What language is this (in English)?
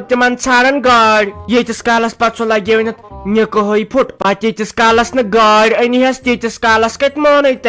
Kashmiri